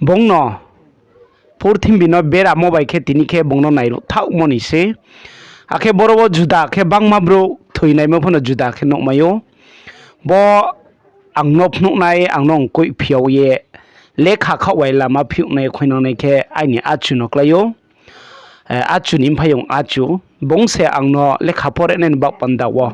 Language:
Riang (India)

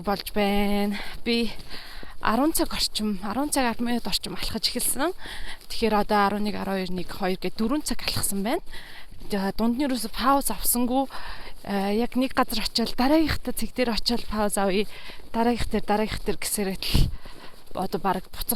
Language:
Mongolian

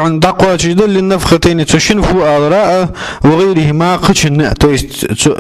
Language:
Ingush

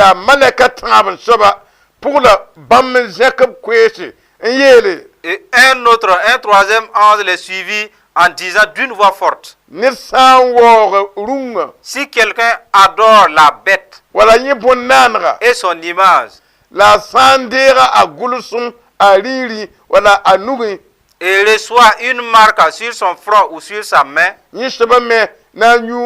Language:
Mossi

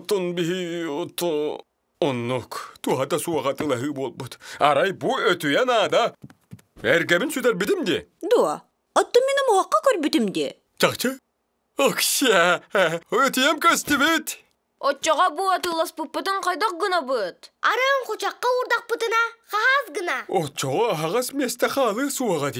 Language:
Yakut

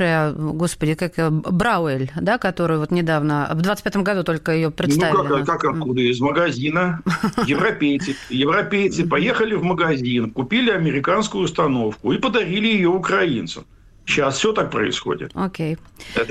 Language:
Russian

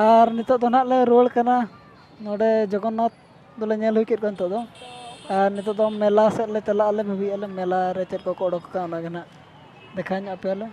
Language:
Santali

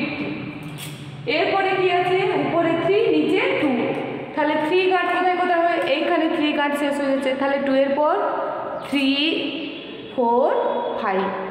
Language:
Bangla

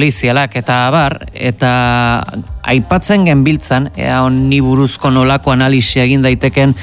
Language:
Basque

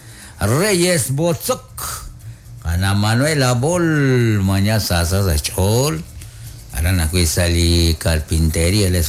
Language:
Kekchí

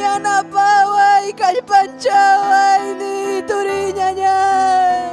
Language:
Ayacucho Quechua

